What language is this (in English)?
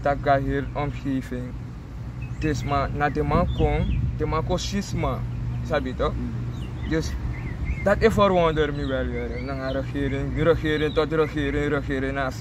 Sranan Tongo